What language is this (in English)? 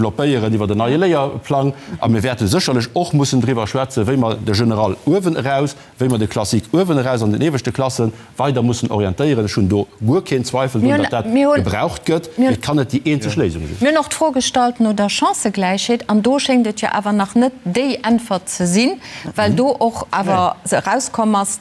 Luxembourgish